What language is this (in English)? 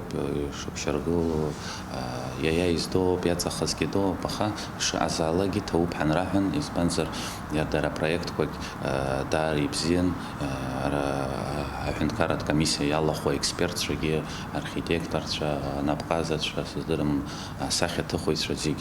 Abkhazian